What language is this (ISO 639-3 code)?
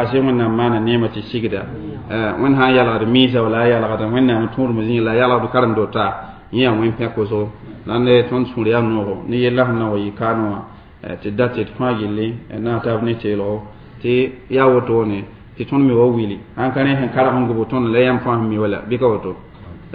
mos